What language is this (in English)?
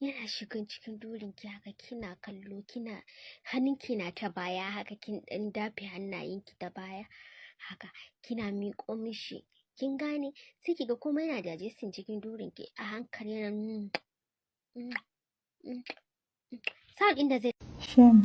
Hausa